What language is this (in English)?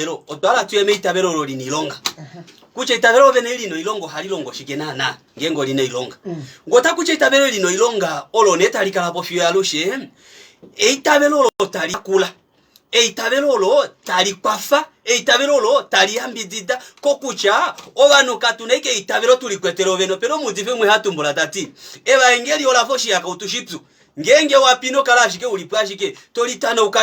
Kuanyama